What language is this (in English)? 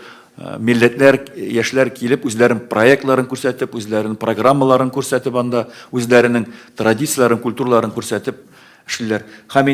Tatar